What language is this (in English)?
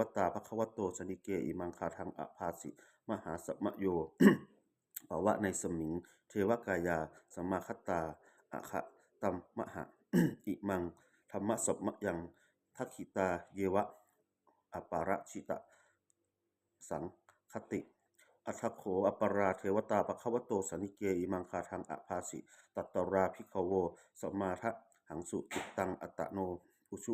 Pali